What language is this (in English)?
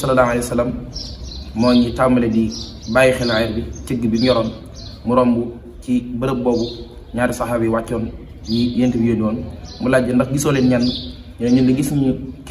Wolof